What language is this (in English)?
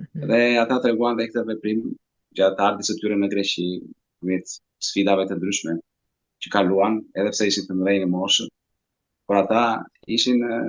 Albanian